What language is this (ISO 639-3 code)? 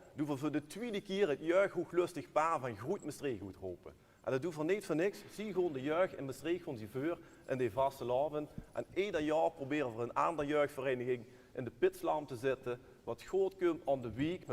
lim